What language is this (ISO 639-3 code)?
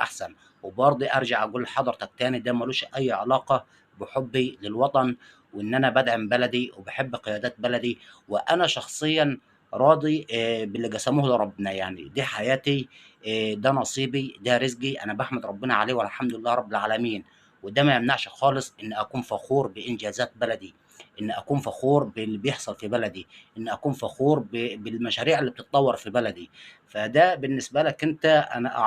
arz